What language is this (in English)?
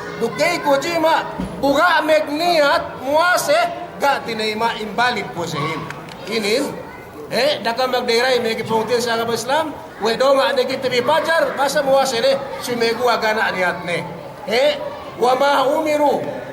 Yakan